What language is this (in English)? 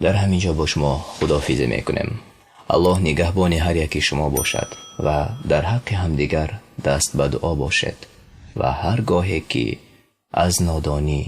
Tajik